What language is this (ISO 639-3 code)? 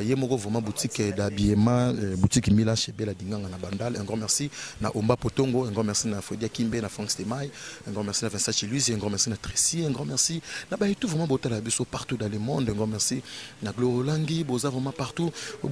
lin